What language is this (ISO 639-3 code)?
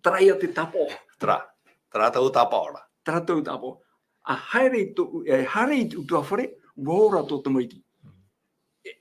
tah